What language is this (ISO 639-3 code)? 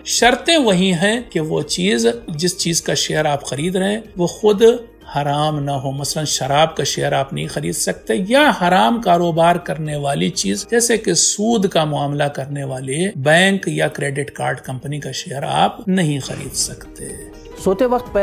urd